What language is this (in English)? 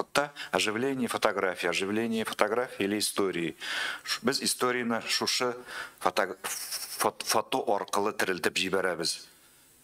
Tatar